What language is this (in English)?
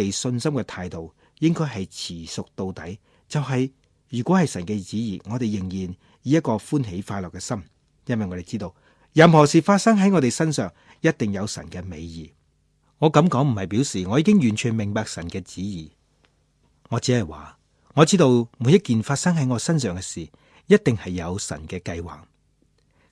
Cantonese